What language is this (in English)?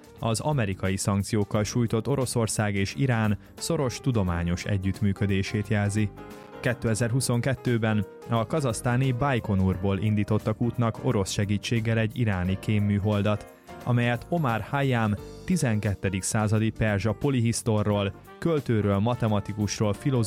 Hungarian